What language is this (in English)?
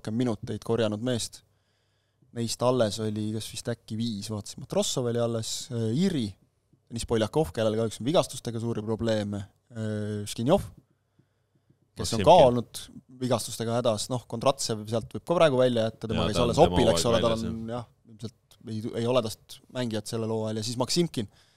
Estonian